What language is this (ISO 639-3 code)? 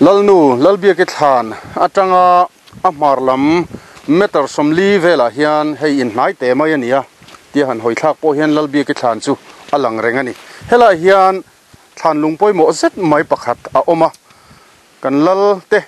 lus